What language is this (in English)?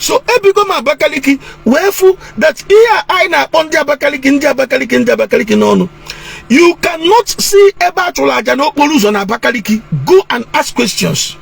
Igbo